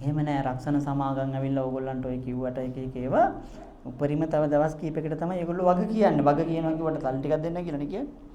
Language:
Sinhala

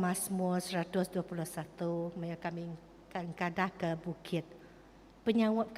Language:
Iban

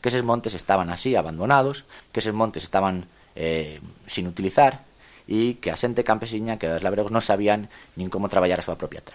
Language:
Galician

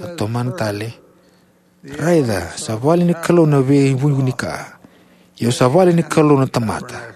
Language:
Fijian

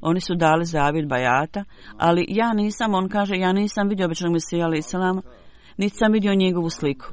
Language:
Bosnian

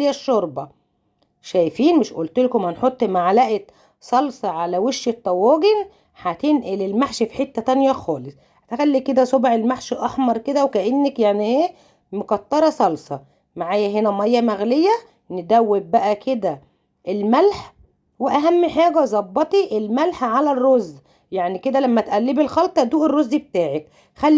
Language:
Egyptian Arabic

